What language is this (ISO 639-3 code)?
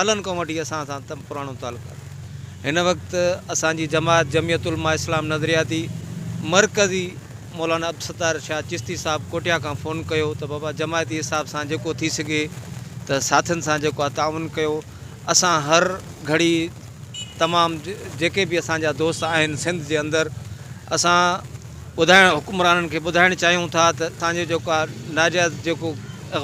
snd